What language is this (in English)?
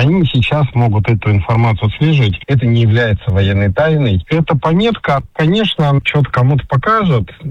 Russian